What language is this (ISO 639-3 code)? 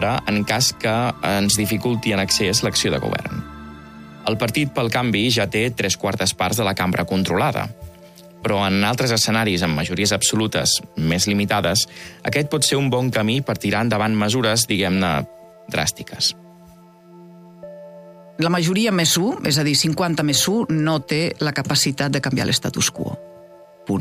cat